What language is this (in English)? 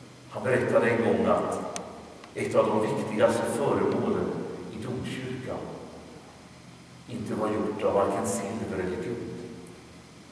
Swedish